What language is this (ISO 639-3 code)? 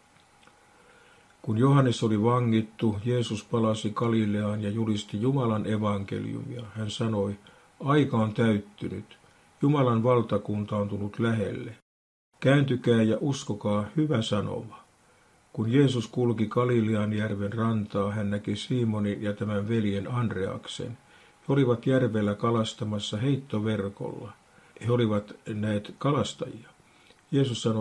fin